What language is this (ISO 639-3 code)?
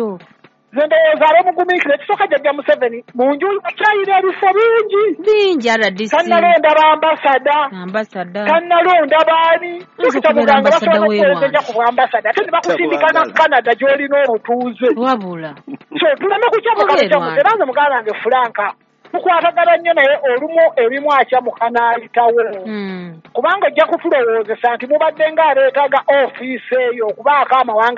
lug